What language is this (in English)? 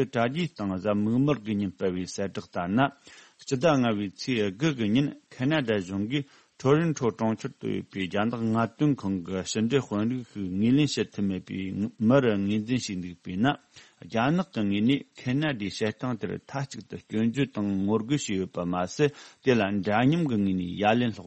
Tibetan